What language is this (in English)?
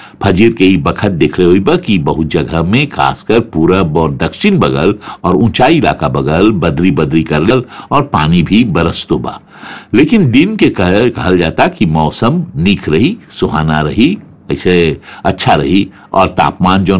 Bhojpuri